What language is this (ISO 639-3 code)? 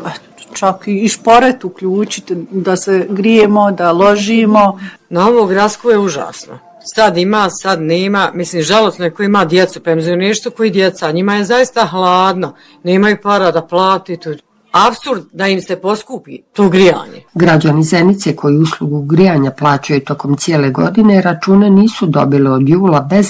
bos